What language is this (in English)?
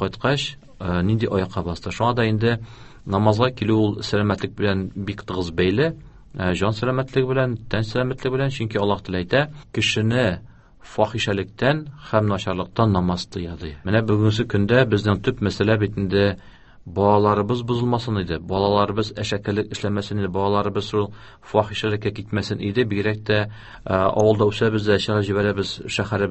Tatar